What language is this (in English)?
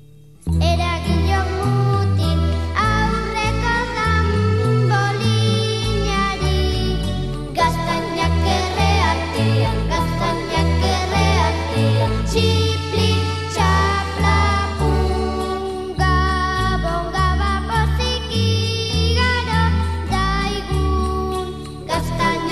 Basque